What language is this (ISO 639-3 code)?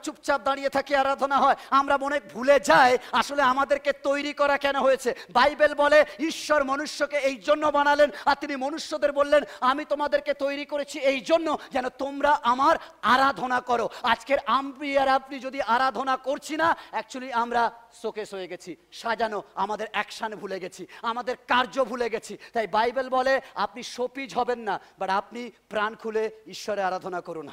ben